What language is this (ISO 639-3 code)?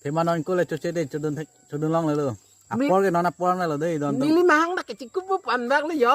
mjw